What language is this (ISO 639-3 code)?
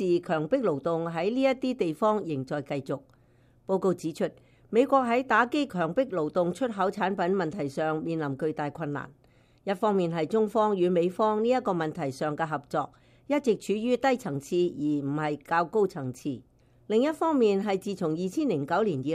yue